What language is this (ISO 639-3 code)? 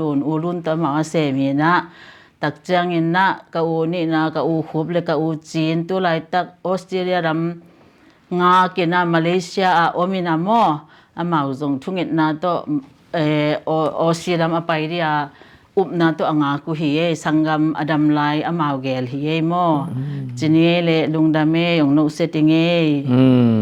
ctd